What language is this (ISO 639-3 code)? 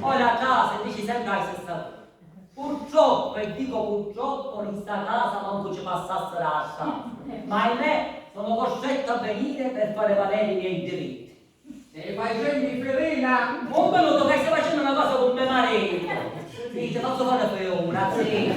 scn